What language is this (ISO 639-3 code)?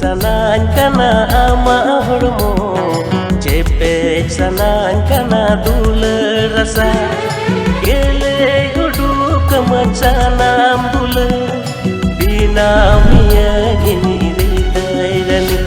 sat